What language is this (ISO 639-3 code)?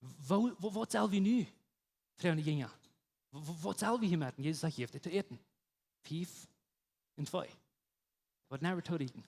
pdt